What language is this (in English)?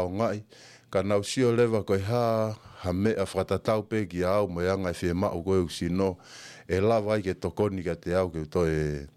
Tongan